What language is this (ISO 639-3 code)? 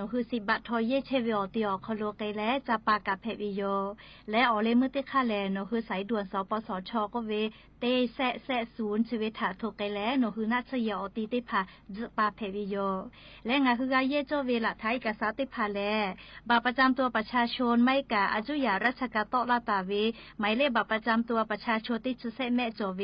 lhu